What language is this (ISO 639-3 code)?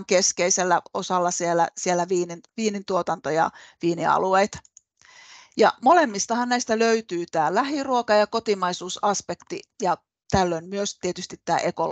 fin